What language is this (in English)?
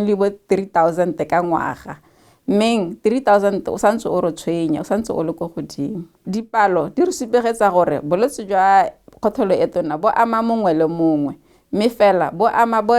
Tswana